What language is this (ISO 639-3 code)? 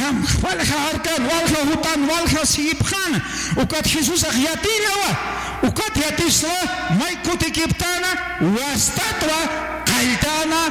aym